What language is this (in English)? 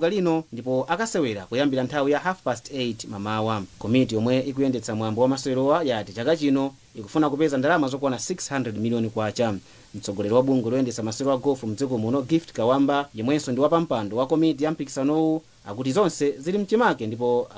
Nyanja